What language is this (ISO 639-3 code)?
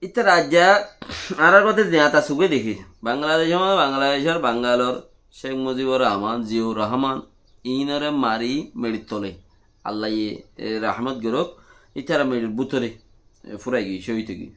rhg